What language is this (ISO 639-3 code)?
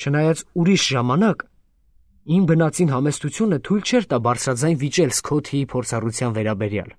hye